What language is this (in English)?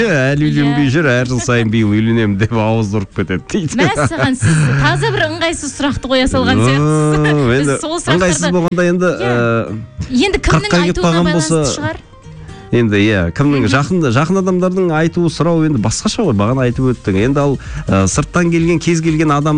Kazakh